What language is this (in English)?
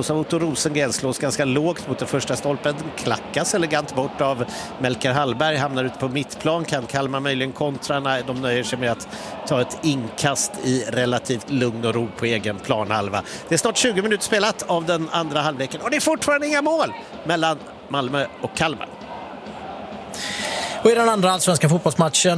Swedish